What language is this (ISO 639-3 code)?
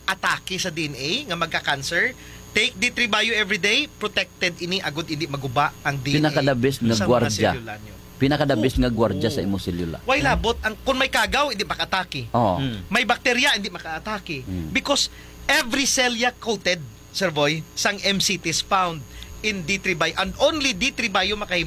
hil